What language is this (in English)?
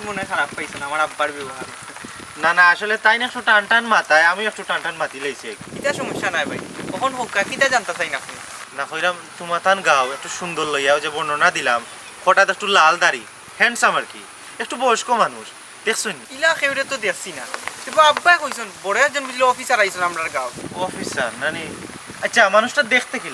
Sylheti